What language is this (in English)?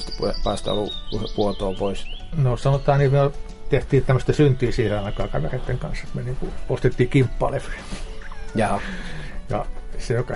Finnish